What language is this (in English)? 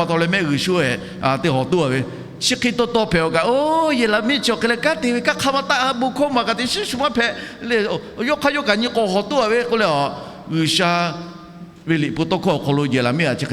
Lahu